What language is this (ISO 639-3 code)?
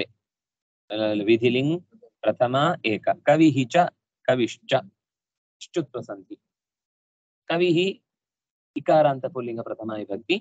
kan